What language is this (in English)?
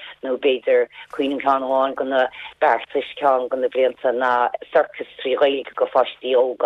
Irish